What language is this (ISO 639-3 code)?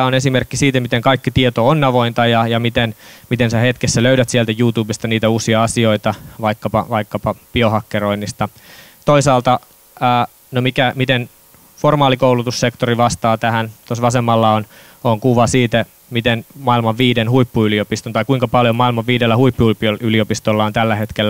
fin